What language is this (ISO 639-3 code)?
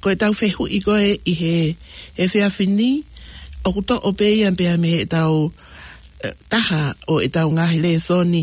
ton